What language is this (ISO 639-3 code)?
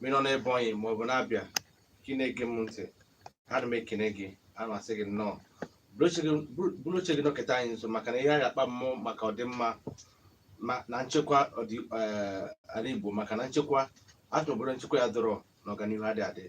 ibo